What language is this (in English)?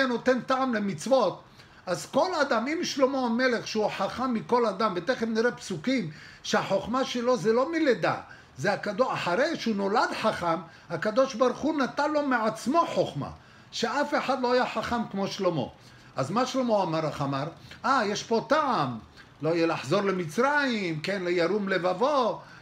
Hebrew